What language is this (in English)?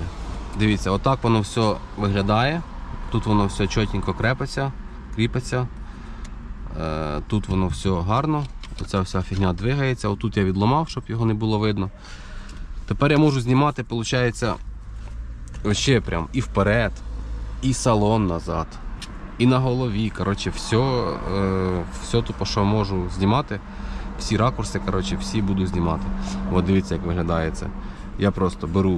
Ukrainian